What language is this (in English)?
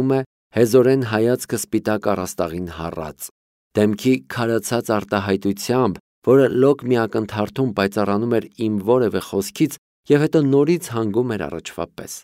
Armenian